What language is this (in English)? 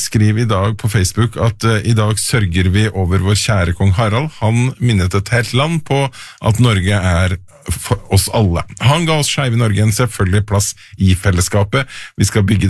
Norwegian